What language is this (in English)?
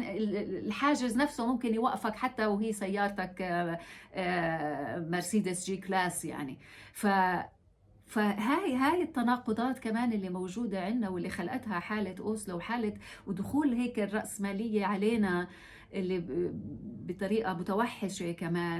North Levantine Arabic